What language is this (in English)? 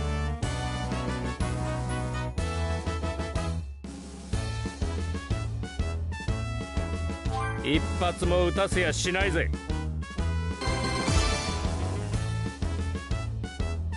Japanese